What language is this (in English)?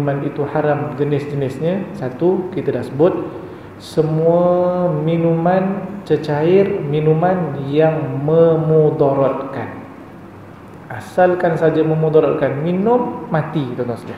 Malay